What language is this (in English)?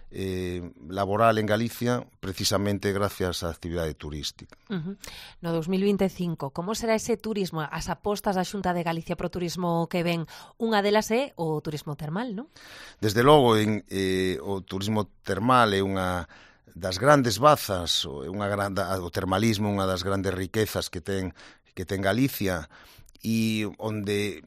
Galician